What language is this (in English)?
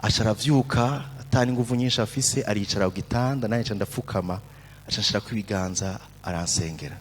Rundi